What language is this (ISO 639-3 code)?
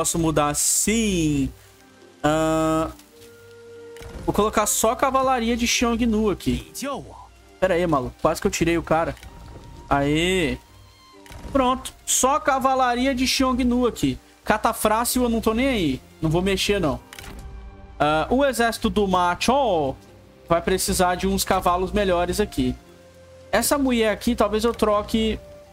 por